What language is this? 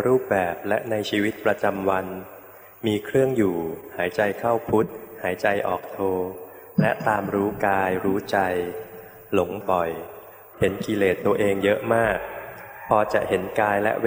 Thai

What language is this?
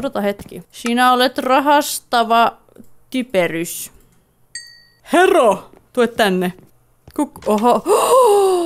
Finnish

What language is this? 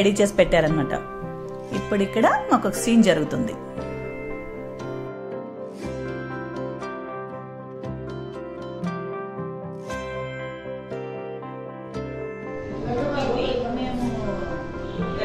Telugu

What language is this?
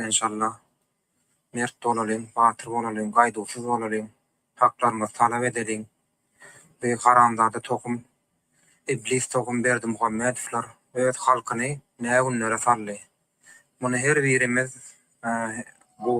Turkmen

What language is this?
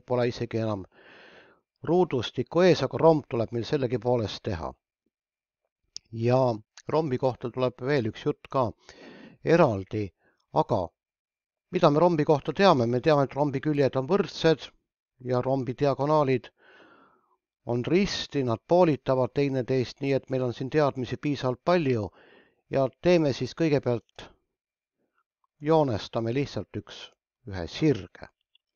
Estonian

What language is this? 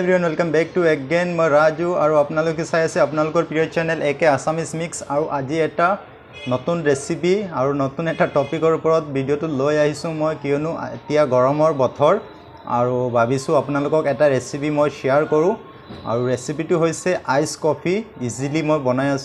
Assamese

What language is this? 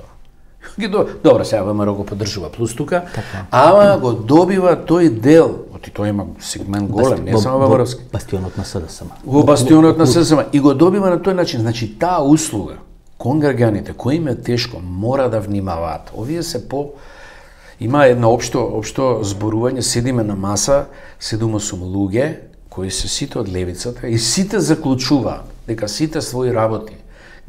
Macedonian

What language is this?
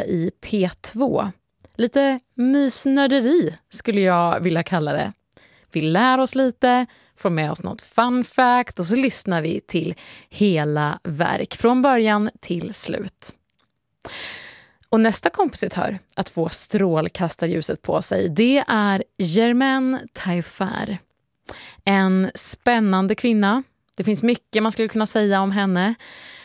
Swedish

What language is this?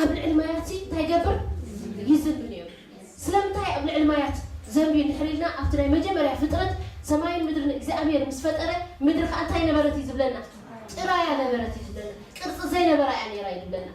Tigrinya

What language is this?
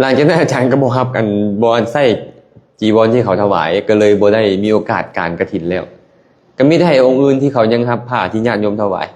Lao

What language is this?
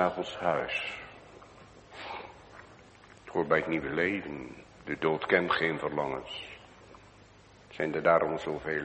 Dutch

